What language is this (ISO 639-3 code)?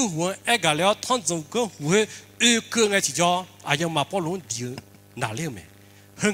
ahk